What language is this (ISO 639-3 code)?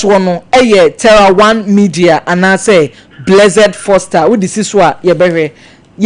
aka